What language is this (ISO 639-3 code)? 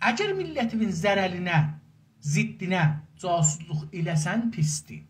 azb